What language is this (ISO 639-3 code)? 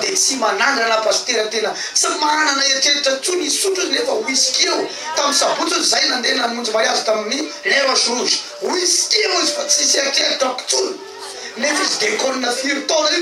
mlg